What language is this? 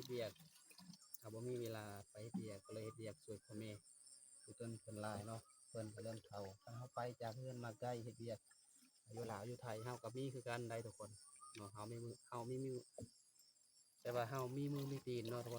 Lao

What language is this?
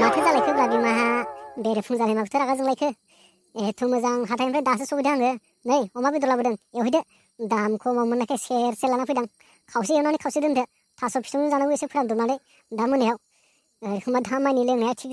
Bodo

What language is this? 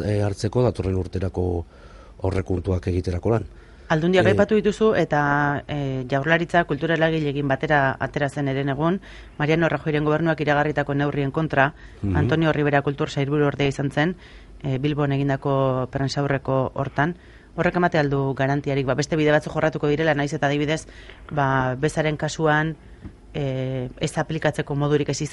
Basque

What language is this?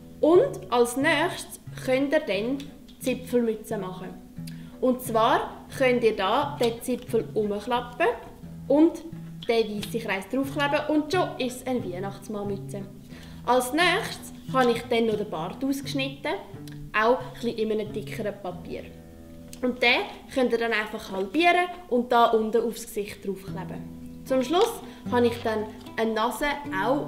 Swiss German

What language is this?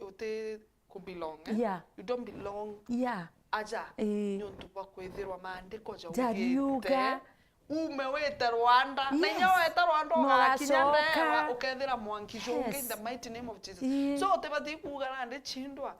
Meru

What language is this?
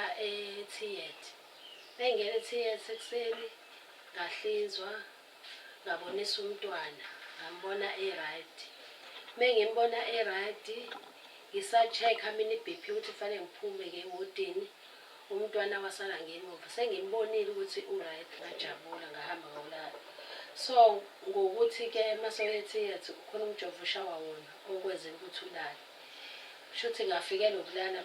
Zulu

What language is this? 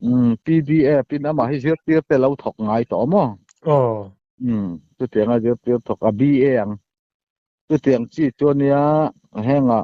Hakha Chin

